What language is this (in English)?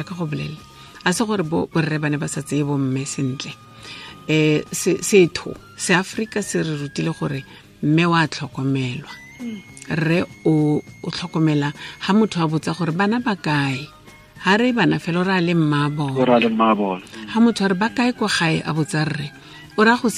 Tswana